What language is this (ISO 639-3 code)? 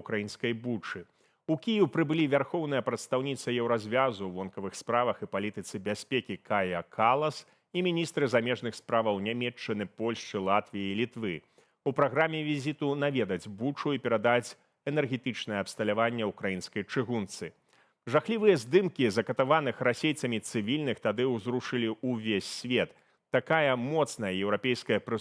bel